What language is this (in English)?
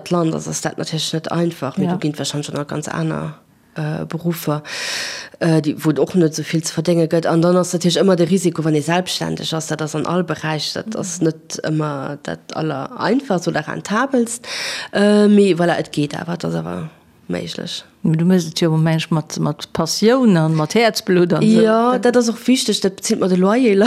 Luxembourgish